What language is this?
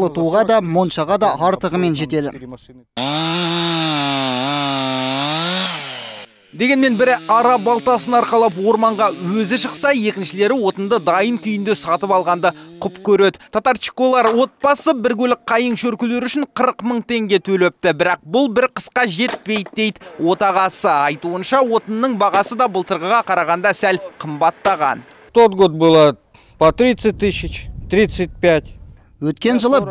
Kazakh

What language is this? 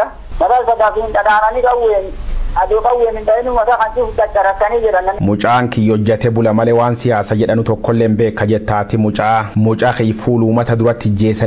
Oromo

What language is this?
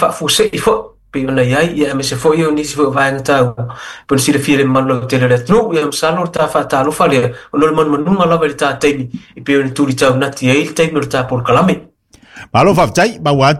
Samoan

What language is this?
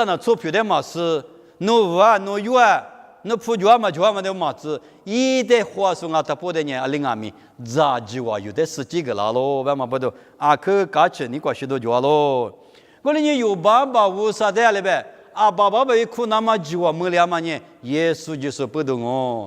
Lisu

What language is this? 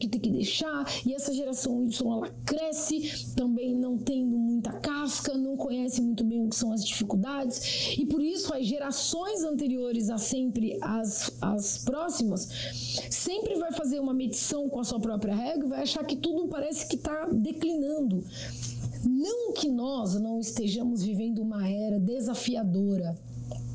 Portuguese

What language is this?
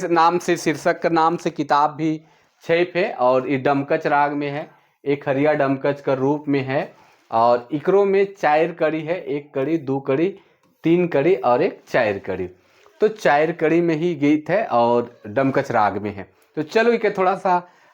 Sadri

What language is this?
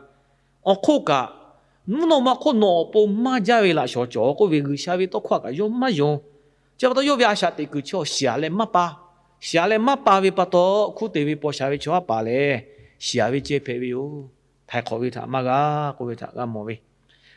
Lahu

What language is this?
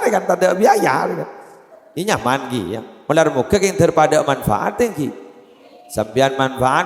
Madurese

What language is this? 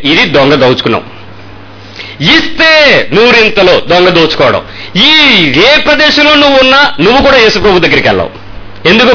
Telugu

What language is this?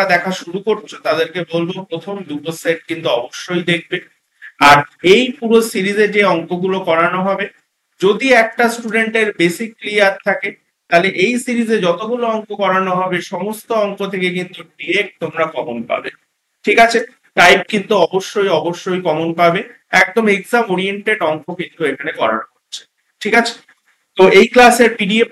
Bangla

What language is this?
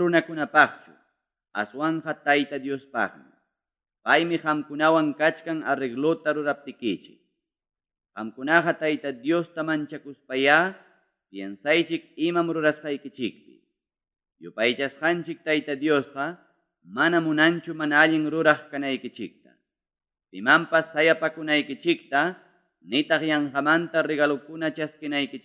Ayacucho Quechua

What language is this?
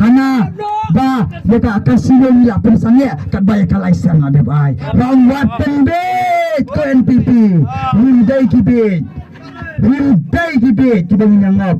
Khasi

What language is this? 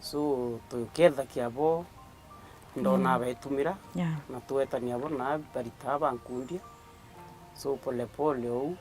Meru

